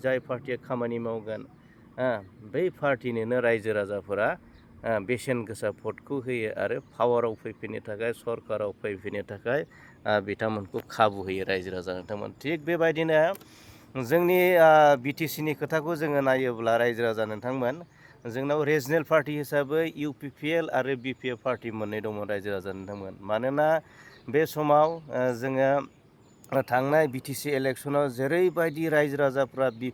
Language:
Bodo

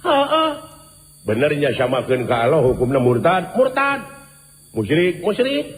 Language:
Sundanese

